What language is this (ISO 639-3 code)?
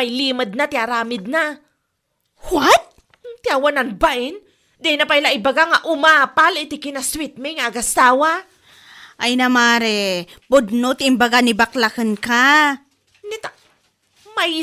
ilo